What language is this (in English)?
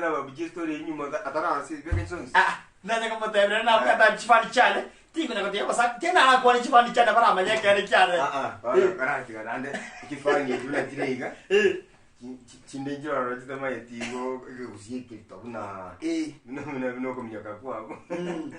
Gusii